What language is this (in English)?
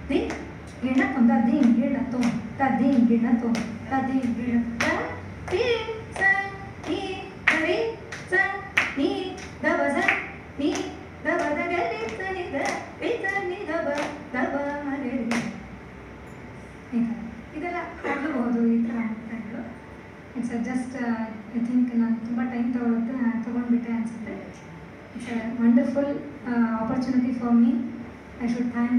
Kannada